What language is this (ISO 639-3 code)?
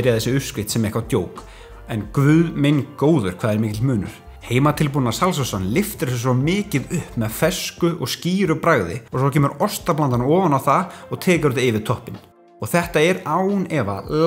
isl